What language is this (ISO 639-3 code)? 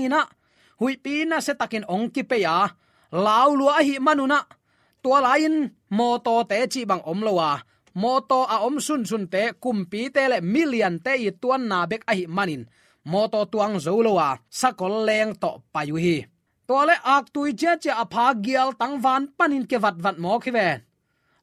ctd